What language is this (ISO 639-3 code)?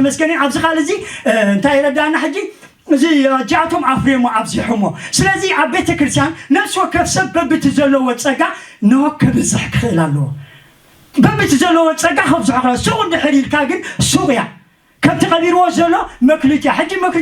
tir